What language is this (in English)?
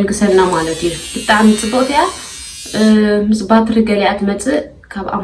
Tigrinya